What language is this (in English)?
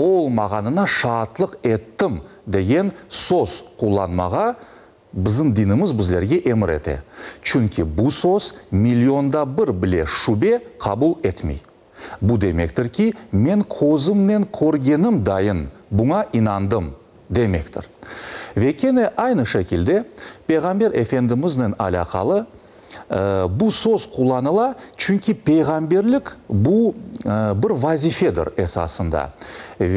Crimean Tatar